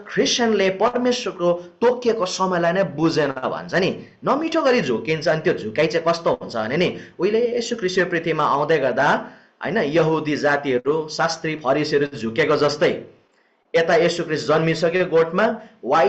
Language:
Nepali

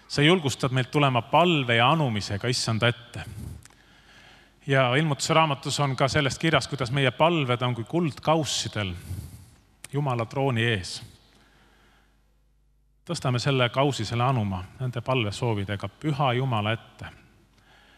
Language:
Estonian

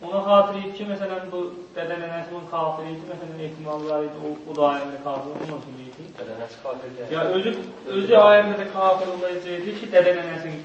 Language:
South Azerbaijani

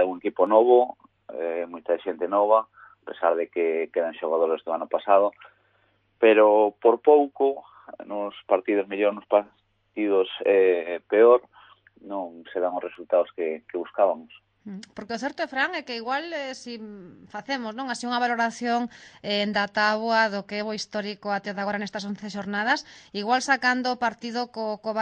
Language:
Galician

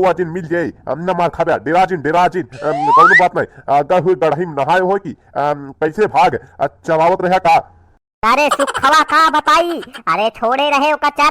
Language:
Awadhi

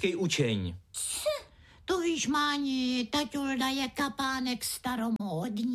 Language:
Czech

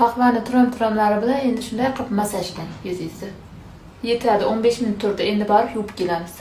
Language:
Uzbek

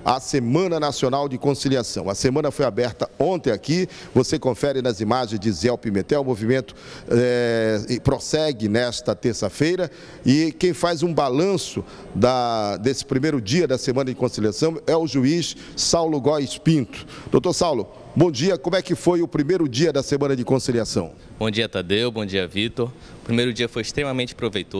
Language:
Portuguese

